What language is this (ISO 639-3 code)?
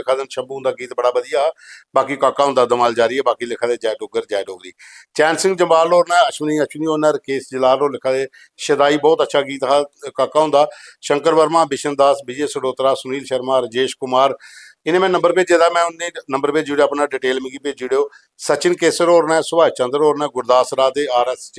doi